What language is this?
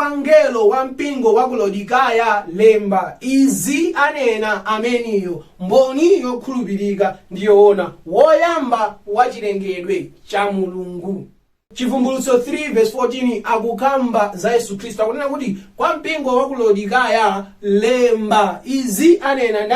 Nyanja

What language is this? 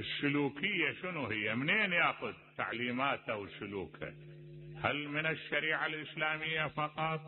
Mesopotamian Arabic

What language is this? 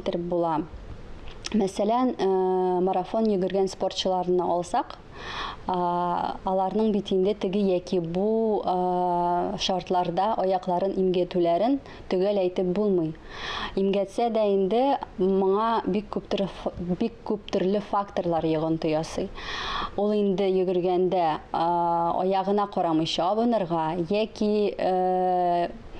Tatar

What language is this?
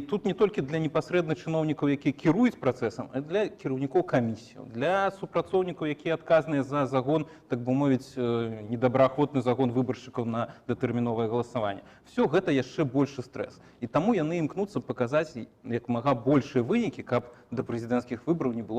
Belarusian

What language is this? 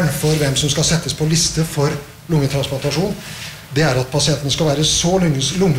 Norwegian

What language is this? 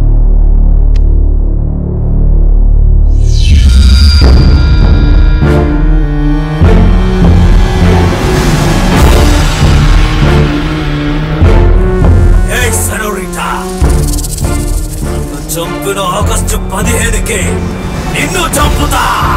Telugu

